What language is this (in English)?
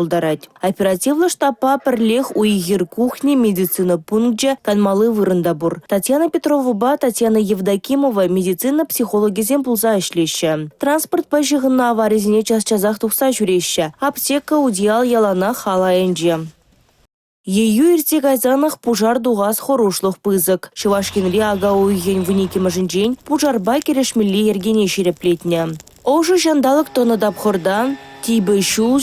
Chuvash